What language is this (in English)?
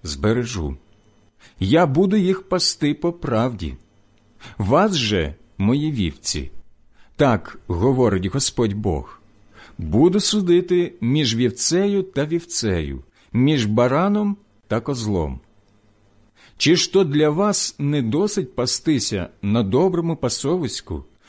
Ukrainian